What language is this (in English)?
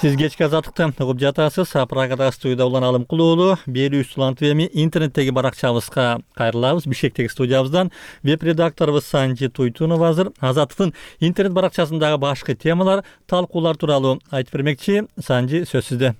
Kyrgyz